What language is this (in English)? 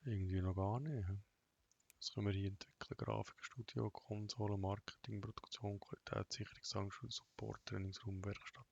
Swiss German